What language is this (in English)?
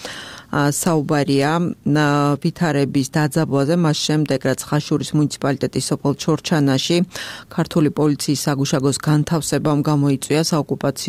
Georgian